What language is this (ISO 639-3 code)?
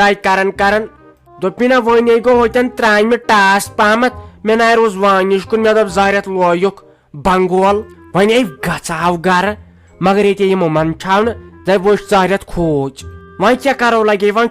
kas